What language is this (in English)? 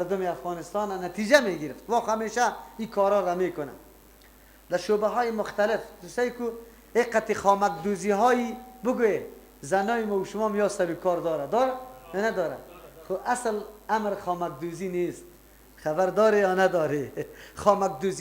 Persian